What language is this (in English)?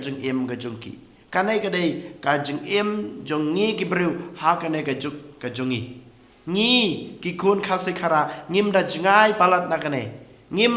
Khasi